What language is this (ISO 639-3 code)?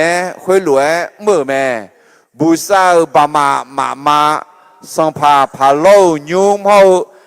ahk